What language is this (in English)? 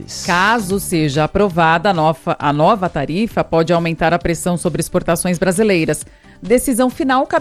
Portuguese